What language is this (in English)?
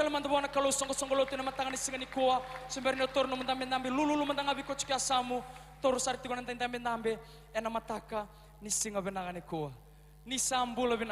Fijian